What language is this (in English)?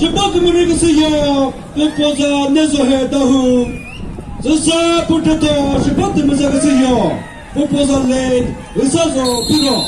Chokri Naga